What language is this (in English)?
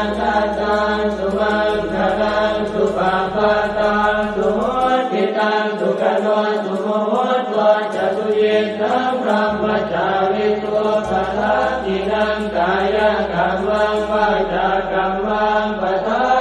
Pali